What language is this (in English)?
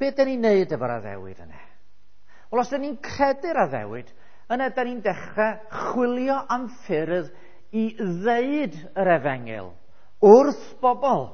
Welsh